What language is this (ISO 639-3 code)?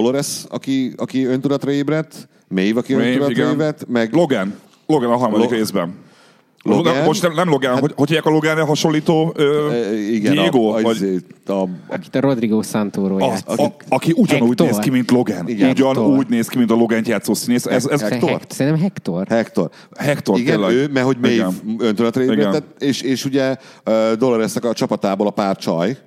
hun